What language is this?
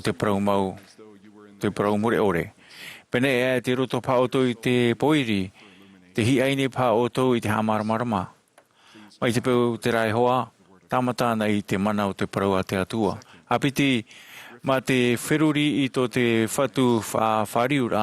Tahitian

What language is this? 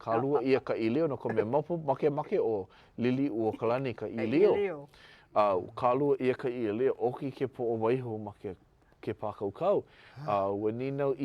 Hawaiian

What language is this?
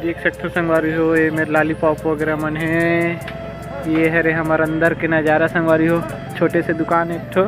Chhattisgarhi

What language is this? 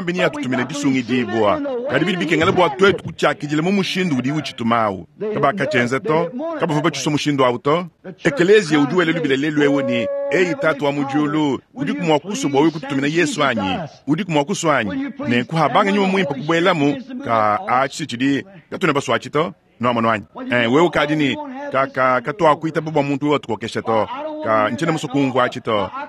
Luba-Lulua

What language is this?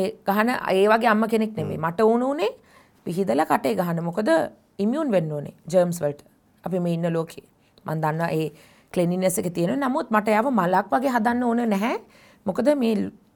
Sinhala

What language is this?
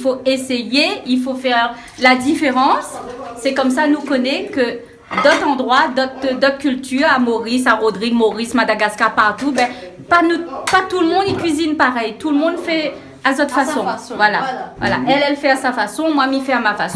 Réunion Creole French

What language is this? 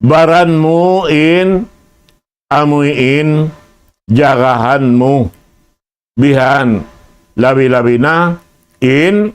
Tausug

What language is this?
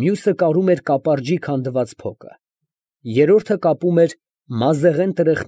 Armenian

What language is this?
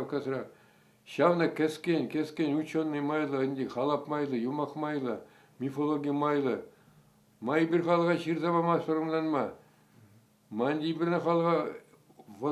Chuvash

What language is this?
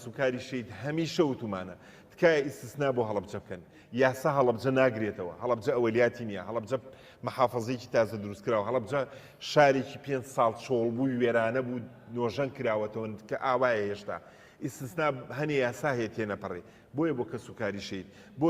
Central Kurdish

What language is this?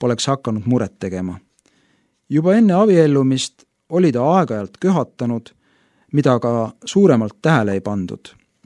Estonian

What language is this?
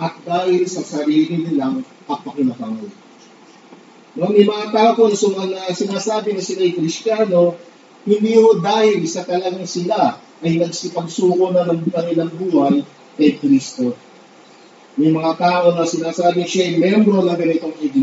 Filipino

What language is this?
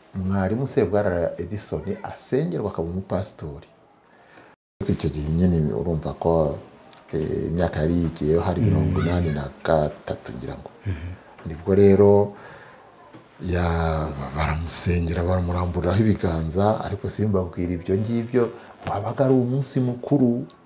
Kinyarwanda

